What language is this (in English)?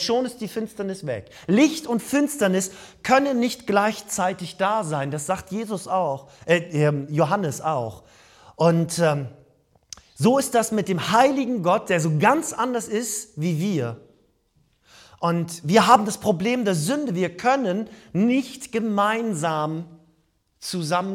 German